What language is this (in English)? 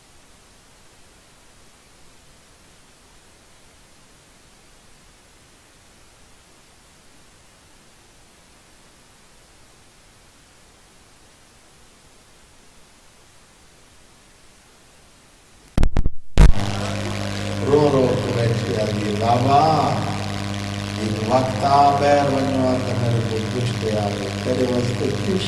Urdu